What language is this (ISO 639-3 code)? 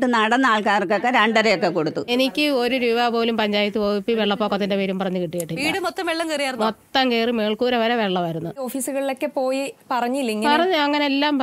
mal